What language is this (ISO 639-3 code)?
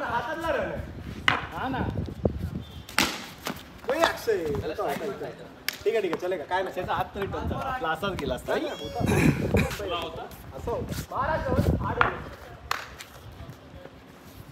mar